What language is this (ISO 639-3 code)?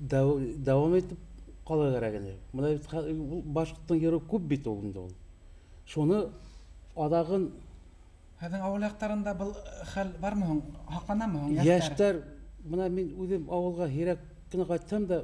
bak